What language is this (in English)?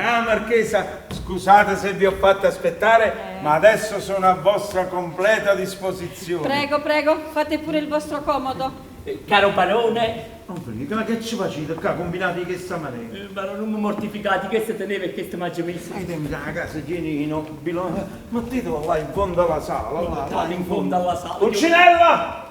Neapolitan